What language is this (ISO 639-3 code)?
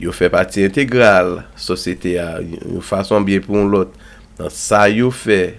hat